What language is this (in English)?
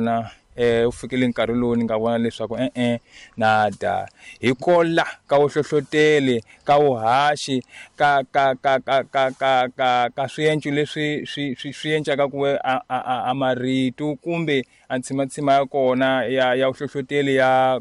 Tsonga